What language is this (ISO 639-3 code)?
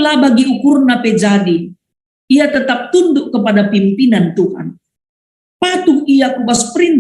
btx